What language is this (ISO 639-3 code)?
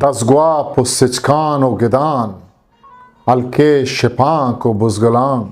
bgp